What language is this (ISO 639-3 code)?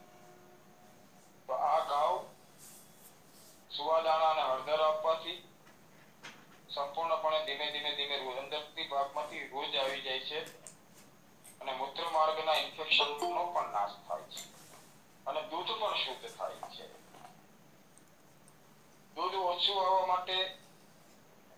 guj